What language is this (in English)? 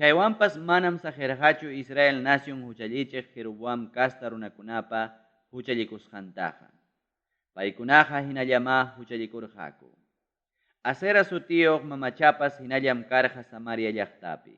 Ayacucho Quechua